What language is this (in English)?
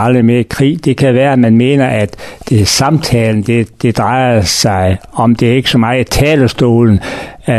Danish